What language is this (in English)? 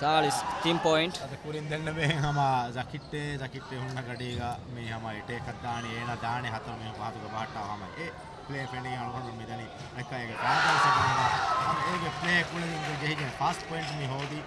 Divehi